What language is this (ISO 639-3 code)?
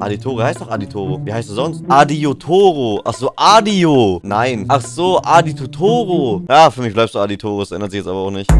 gsw